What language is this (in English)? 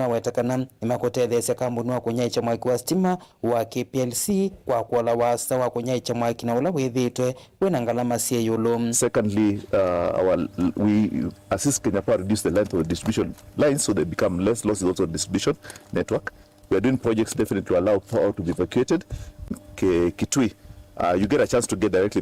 Kamba